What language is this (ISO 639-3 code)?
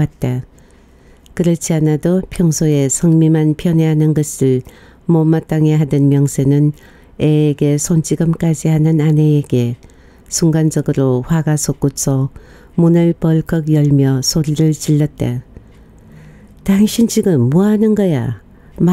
kor